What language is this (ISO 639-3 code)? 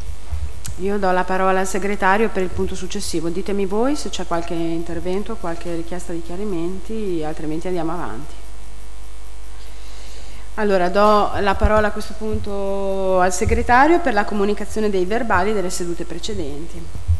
ita